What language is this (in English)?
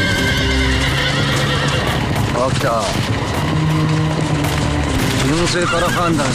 Japanese